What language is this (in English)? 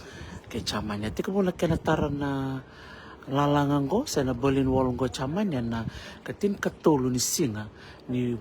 Fijian